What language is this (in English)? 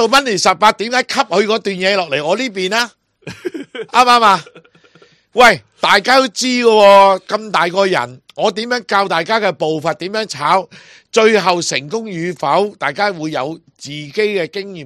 Cantonese